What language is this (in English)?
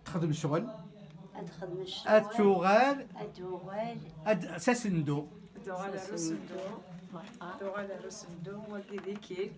Kabyle